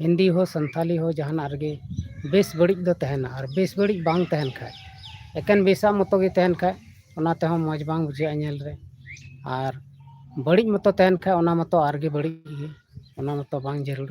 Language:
Santali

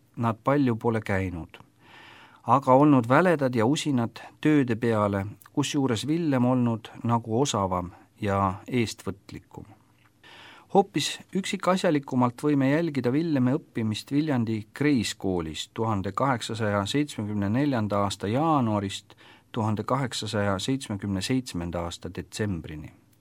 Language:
Estonian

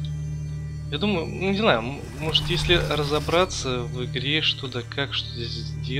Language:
Russian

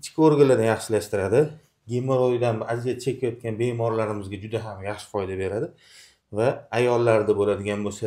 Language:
Uzbek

